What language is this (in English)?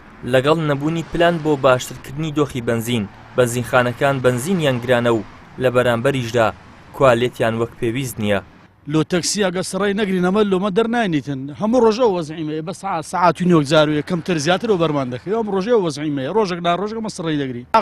Central Kurdish